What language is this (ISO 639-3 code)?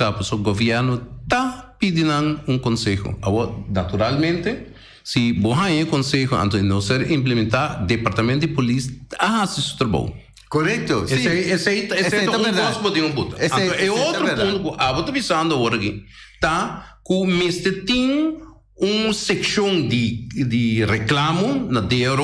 pap